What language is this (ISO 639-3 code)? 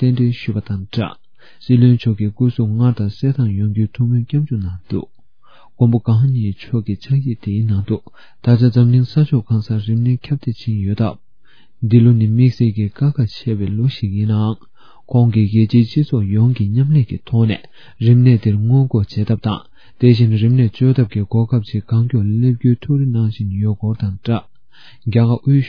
bod